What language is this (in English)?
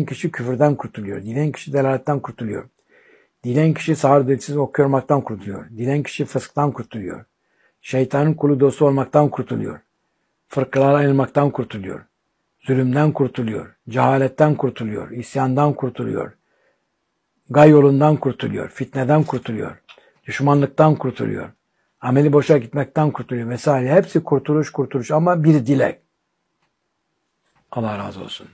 Turkish